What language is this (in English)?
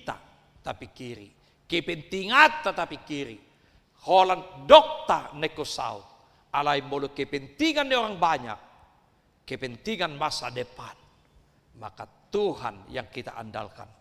Batak Toba